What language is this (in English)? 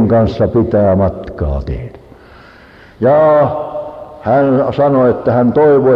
Finnish